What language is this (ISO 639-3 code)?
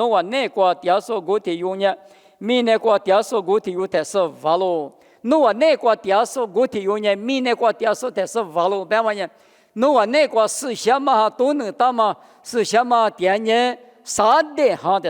lis